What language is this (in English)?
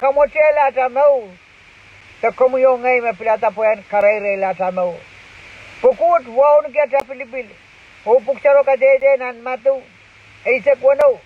Pohnpeian